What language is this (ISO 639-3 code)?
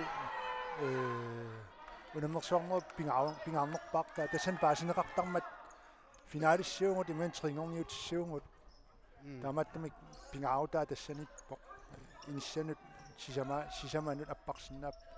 kal